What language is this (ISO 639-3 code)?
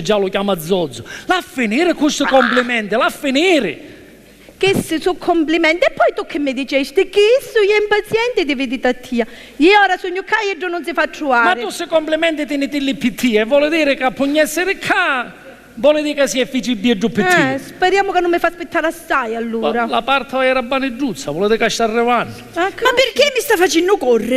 scn